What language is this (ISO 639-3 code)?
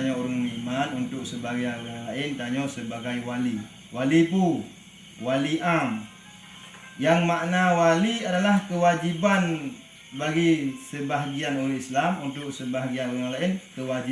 ace